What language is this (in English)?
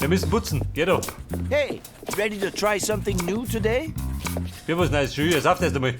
Bavarian